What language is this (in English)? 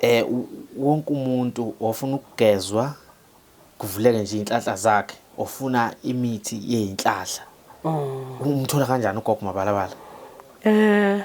Zulu